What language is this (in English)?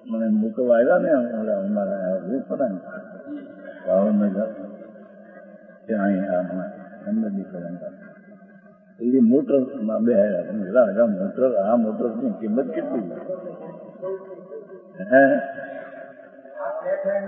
Gujarati